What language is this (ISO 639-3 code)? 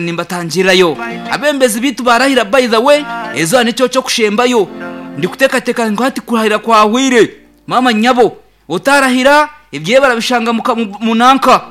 nyn